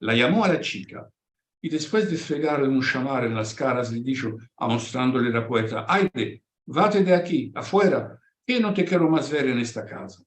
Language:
Ladino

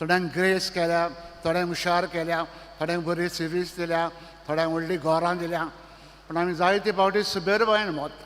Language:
Konkani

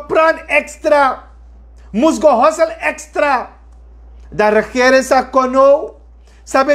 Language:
Sranan Tongo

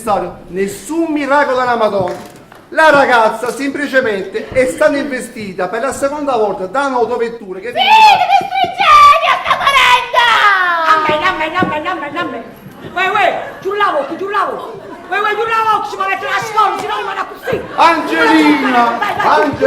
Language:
Neapolitan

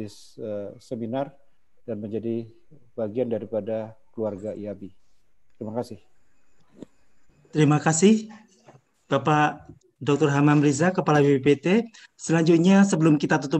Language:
Indonesian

